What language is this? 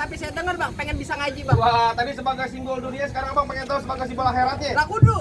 Betawi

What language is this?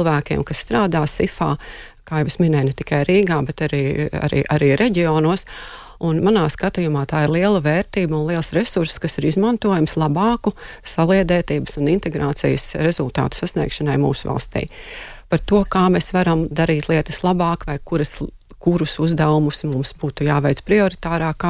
Latvian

